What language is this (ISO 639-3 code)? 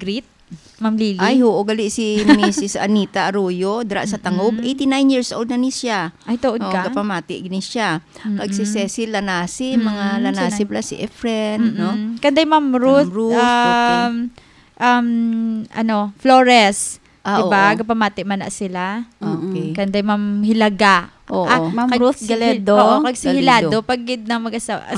hil